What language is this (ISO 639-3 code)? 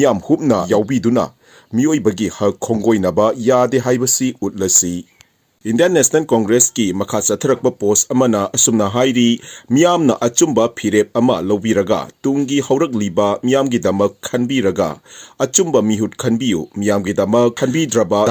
mni